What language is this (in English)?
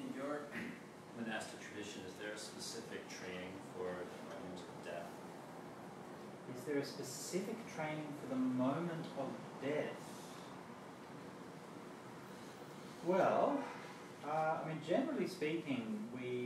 English